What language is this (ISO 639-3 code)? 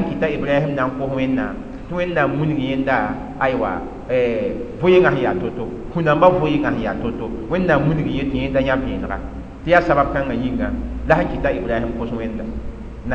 mos